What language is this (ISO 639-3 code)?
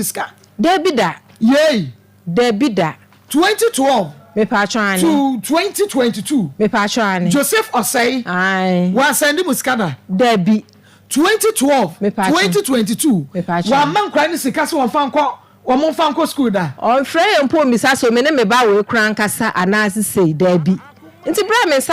aka